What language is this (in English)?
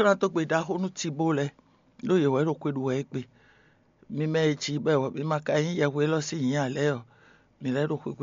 Fon